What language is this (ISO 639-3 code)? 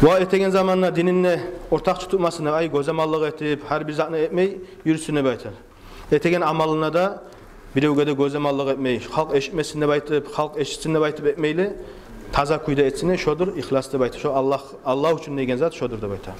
kum